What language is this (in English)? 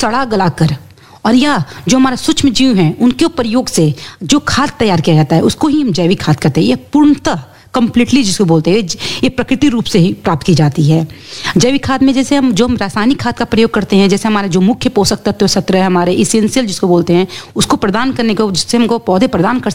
Hindi